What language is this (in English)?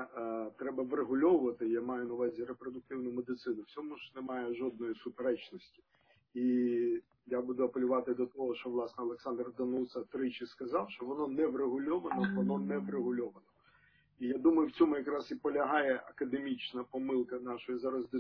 Ukrainian